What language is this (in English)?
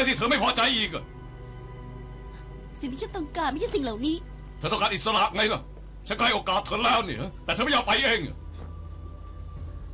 Thai